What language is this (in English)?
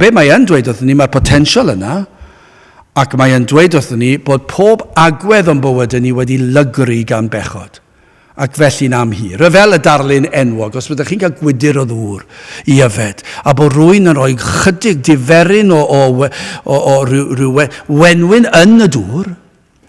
Welsh